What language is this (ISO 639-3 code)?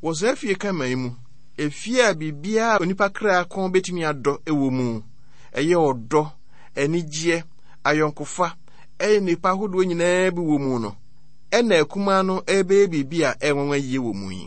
aka